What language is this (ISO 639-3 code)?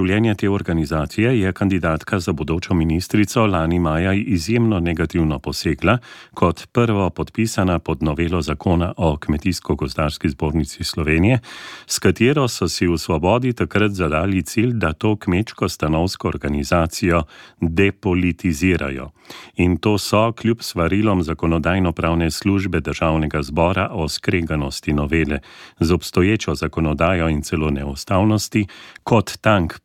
slv